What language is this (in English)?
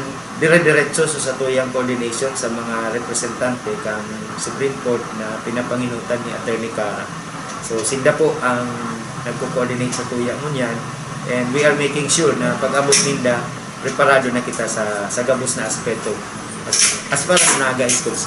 Bikol